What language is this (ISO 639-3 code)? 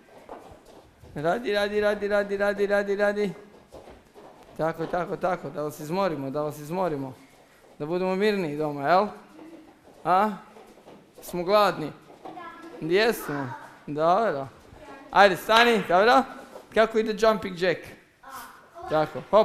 hrv